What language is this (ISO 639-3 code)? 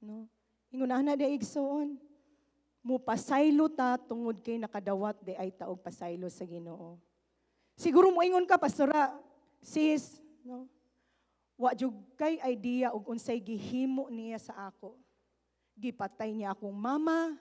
ceb